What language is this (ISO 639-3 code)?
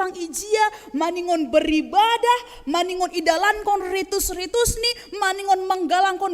bts